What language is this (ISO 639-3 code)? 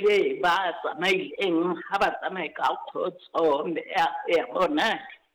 sot